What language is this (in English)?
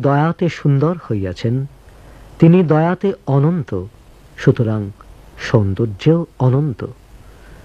Bangla